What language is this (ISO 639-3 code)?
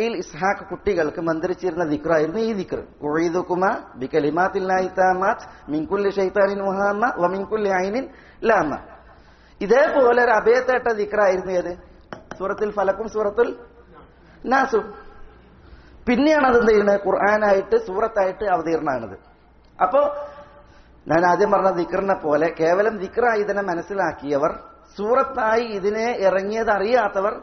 mal